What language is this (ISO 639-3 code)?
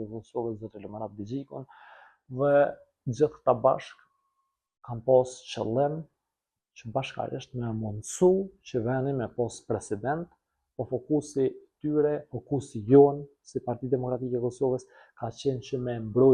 sqi